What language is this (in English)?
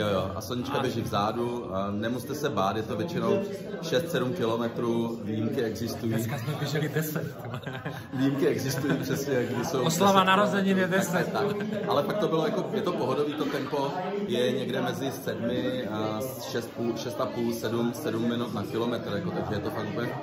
Czech